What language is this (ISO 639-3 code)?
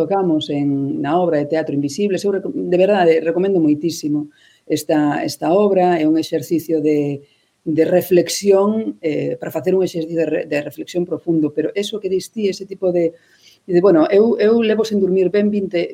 glg